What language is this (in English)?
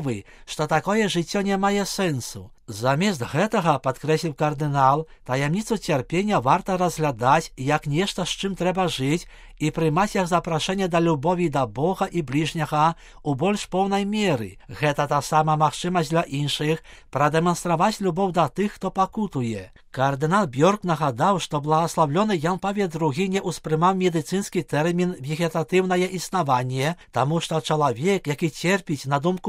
Belarusian